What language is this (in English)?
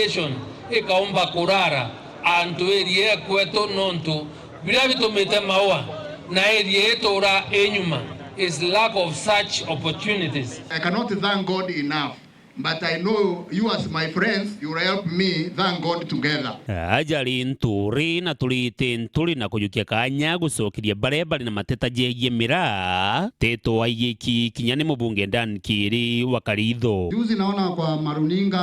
Meru